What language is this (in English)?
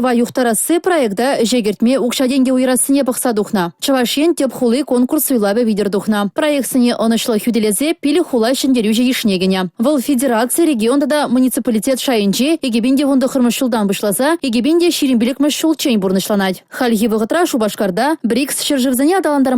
Chuvash